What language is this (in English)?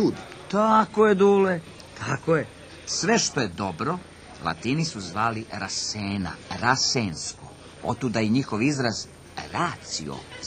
Serbian